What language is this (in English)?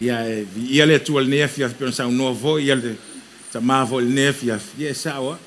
Samoan